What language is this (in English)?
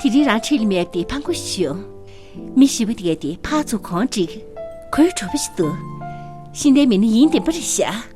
Tibetan